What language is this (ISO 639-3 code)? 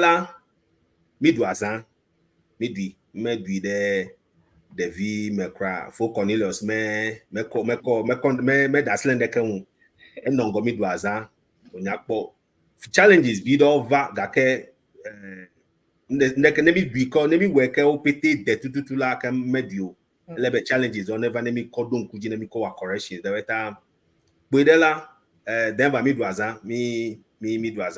ewe